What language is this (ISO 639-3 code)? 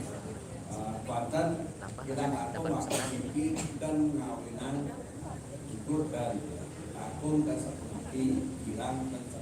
ban